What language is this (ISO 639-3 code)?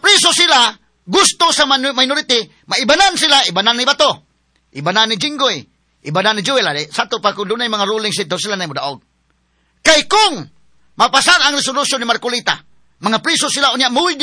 ceb